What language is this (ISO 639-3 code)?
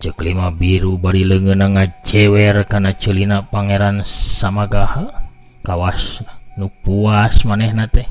sun